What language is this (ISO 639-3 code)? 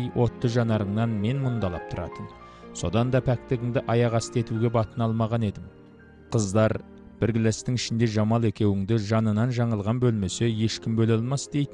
kaz